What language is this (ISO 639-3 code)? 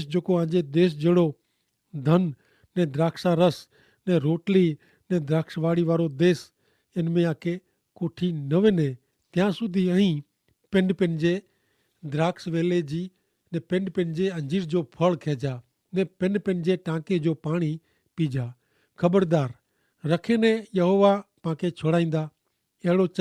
kfr